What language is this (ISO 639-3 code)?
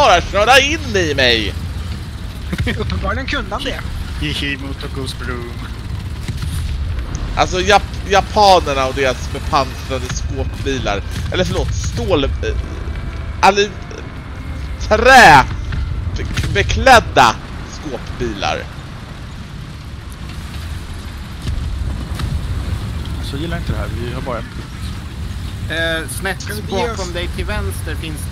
swe